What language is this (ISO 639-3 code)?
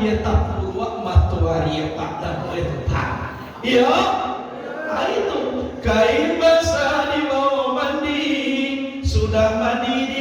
min